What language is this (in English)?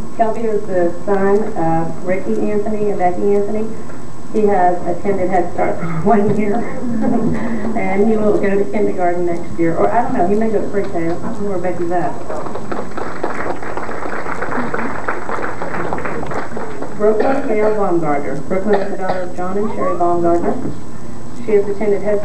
English